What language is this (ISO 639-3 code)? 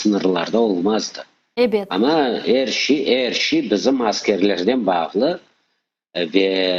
crh